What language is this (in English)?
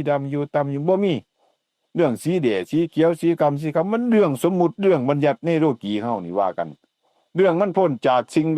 Northeastern Thai